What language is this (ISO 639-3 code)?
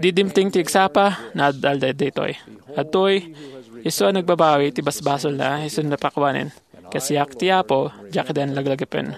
ilo